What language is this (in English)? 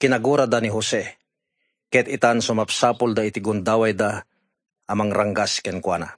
Iloko